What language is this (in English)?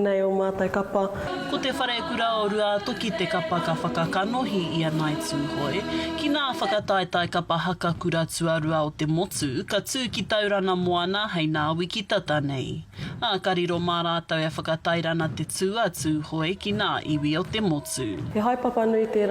Māori